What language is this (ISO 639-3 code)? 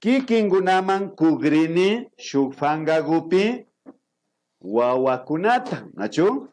qvi